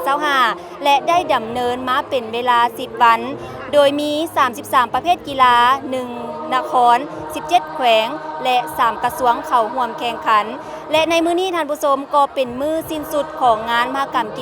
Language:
Lao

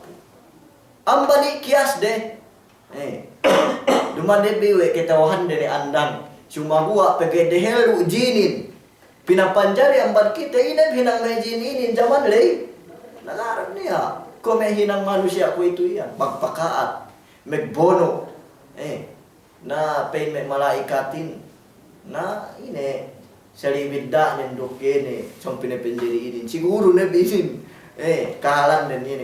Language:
Yakan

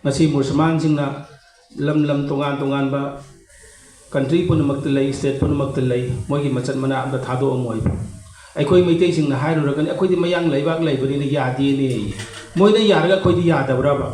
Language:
Manipuri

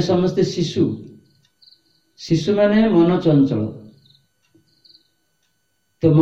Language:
Odia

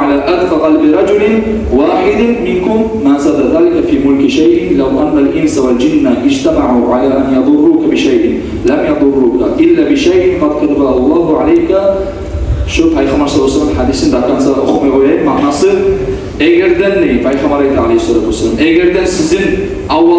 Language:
Kumyk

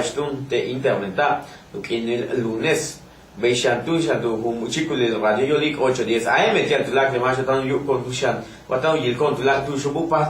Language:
Yucateco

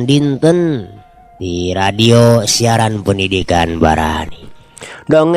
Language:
Sundanese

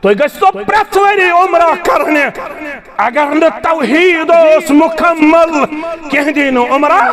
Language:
Kashmiri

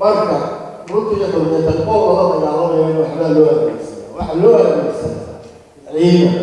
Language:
Somali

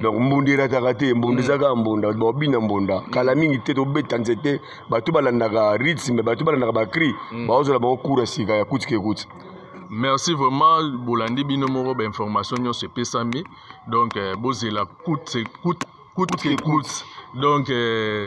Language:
Lingala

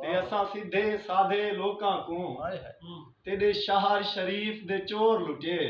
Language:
Saraiki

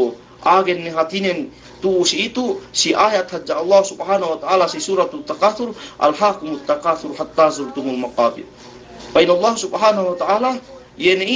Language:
Yakan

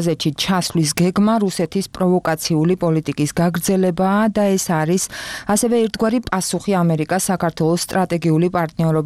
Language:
Georgian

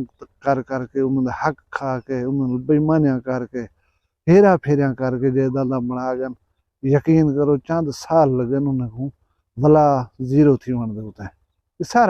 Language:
Saraiki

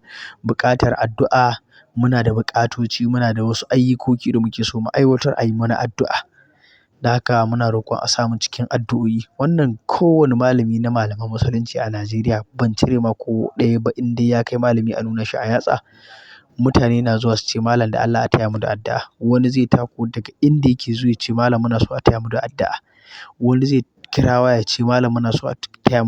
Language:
Hausa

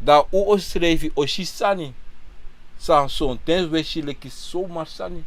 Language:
Sranan Tongo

